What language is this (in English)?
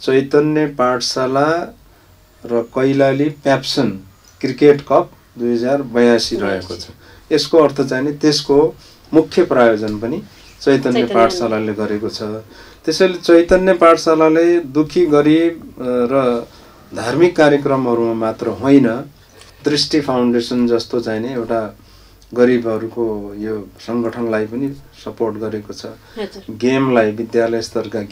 Nepali